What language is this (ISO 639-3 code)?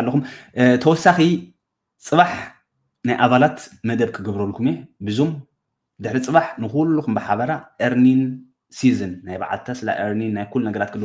tir